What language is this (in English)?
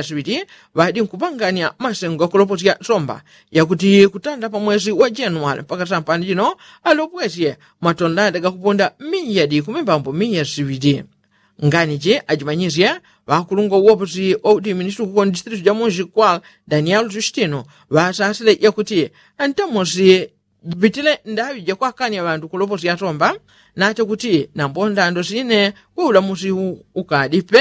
Yao